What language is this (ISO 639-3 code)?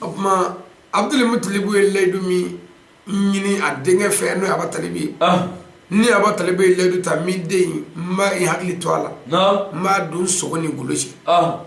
bam